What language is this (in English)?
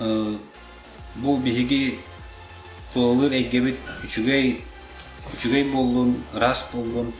Yakut